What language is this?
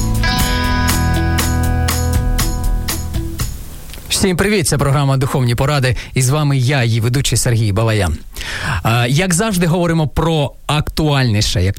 Ukrainian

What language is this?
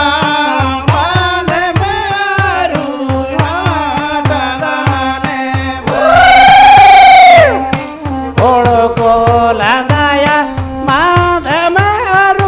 Santali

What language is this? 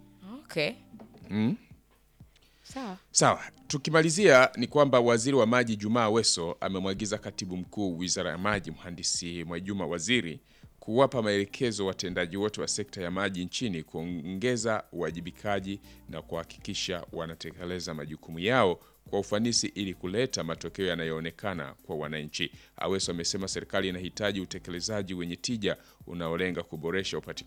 Swahili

